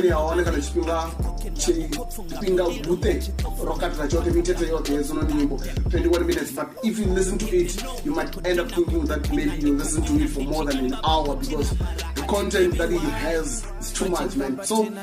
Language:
Venda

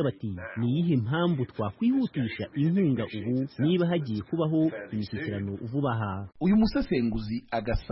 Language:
Kinyarwanda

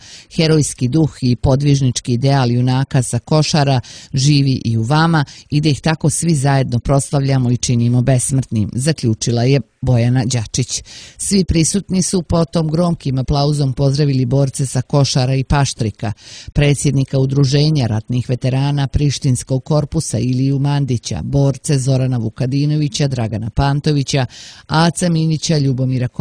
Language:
Serbian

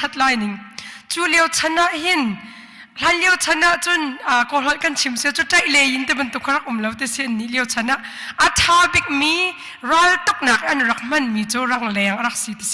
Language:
Hakha Chin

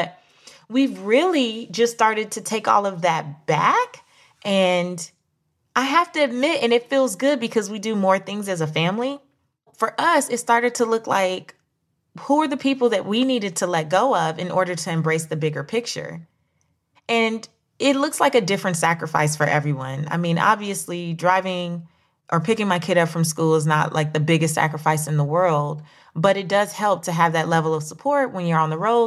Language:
English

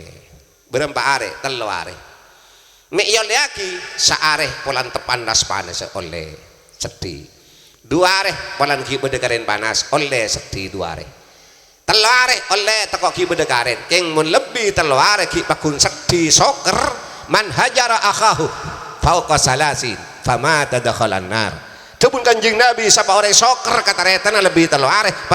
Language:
Madurese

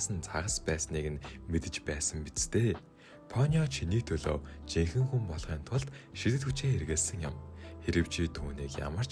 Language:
Mongolian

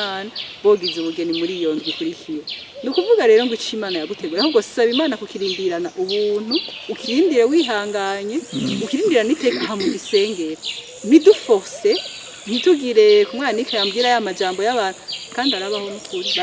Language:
Rundi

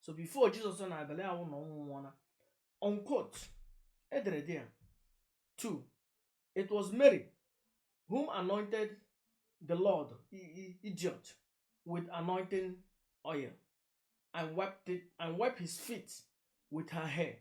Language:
Igbo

